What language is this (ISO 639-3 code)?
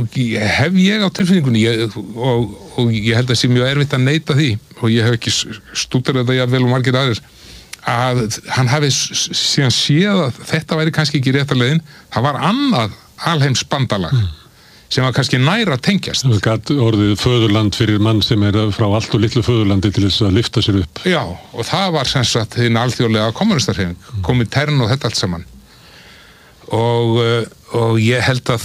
isl